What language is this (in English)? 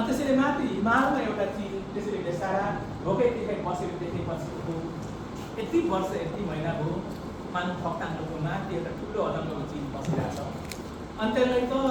Nepali